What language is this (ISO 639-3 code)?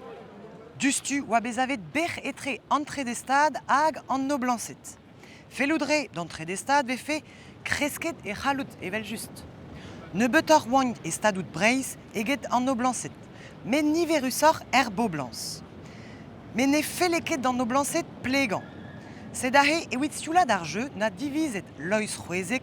bre